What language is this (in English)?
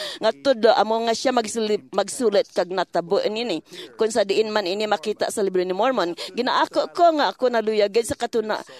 Hiligaynon